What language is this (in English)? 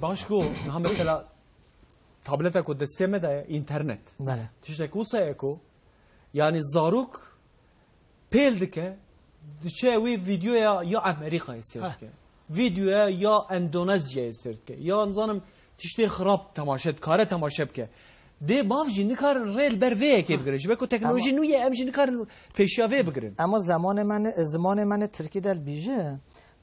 Kurdish